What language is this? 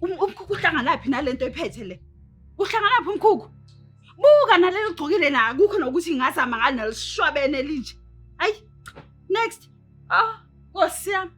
Zulu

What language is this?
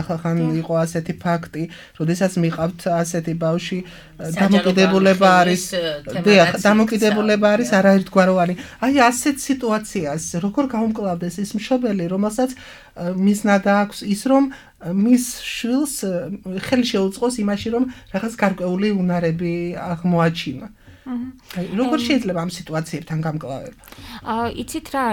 Georgian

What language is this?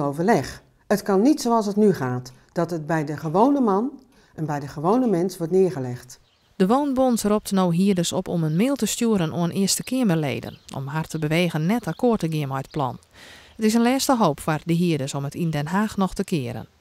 Western Frisian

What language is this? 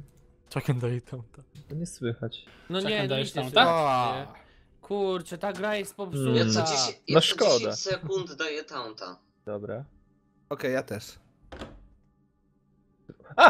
Polish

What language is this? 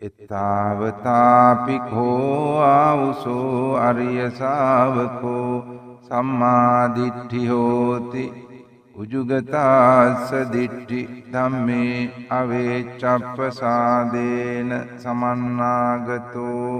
Sinhala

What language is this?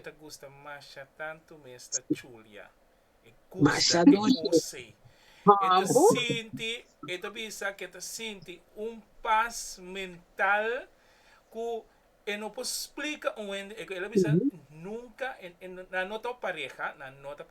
Papiamento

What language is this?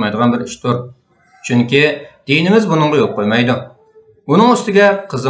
Uyghur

